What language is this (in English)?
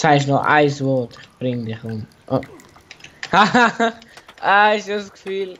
Swiss German